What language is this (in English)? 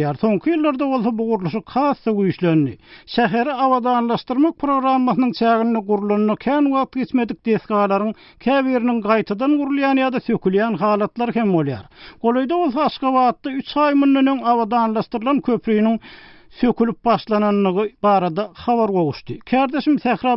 Turkmen